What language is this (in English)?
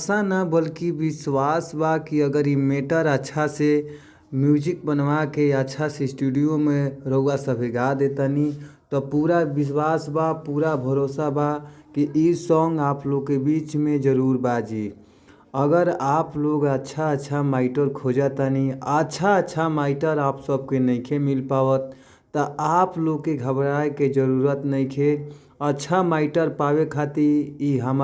Bhojpuri